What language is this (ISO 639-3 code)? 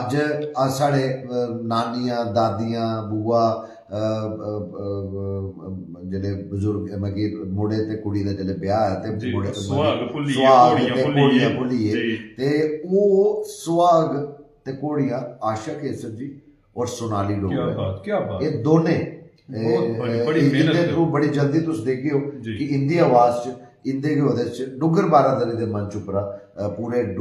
doi